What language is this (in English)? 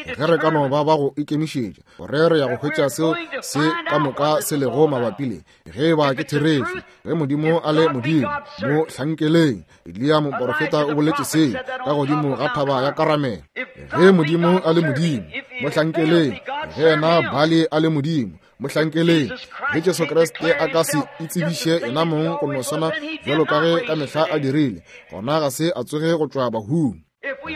Northern Sotho